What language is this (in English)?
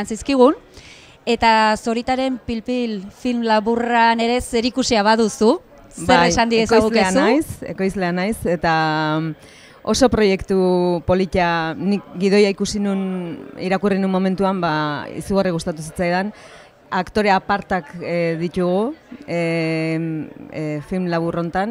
Basque